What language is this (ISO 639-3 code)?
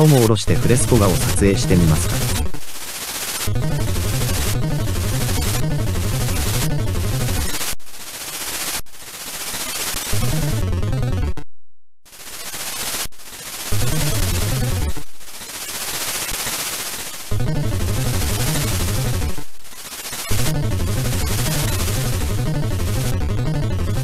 jpn